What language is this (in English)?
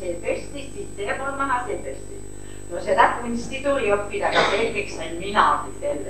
Estonian